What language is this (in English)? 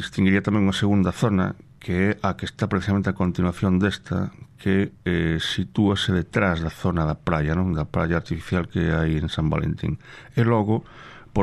Galician